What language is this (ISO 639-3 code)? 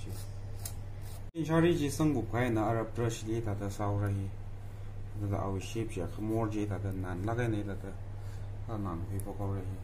nmf